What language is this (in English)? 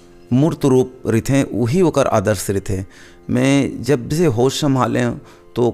Chhattisgarhi